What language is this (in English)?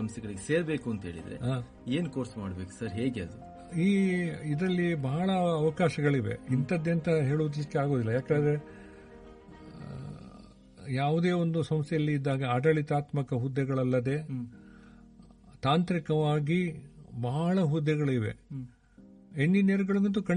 Kannada